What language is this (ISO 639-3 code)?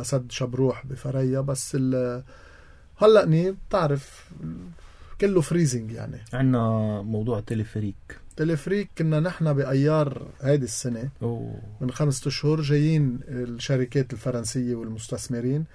apc